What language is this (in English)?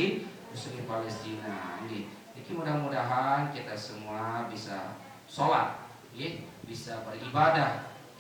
Sasak